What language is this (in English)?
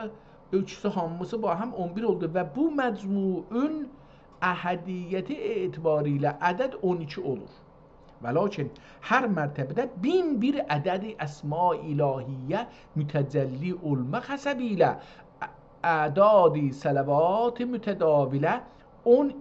South Azerbaijani